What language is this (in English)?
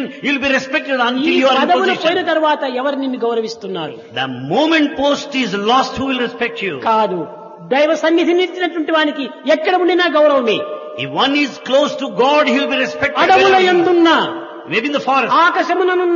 Telugu